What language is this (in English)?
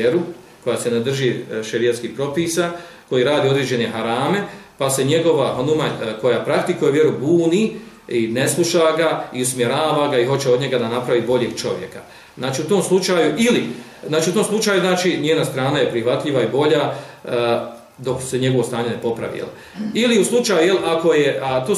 Bosnian